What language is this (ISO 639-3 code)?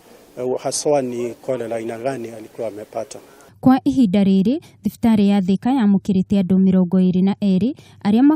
kik